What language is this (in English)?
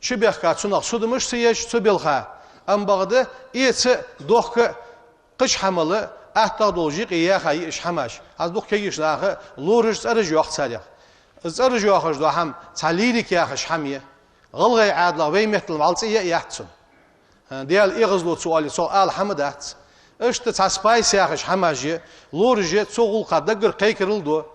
Ingush